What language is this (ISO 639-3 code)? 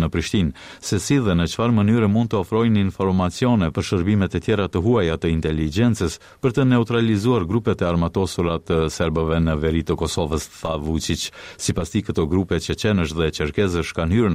sqi